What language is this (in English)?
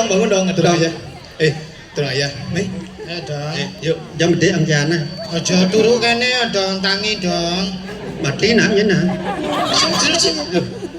Balinese